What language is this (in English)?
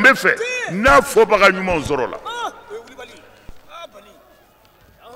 Bambara